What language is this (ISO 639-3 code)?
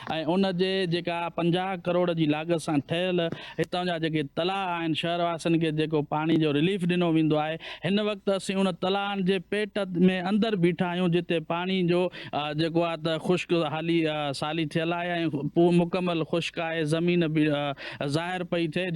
snd